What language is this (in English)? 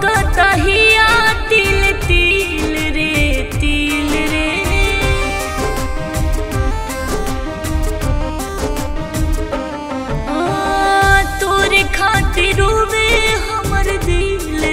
Bhojpuri